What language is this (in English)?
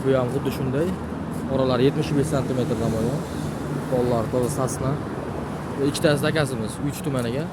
Uzbek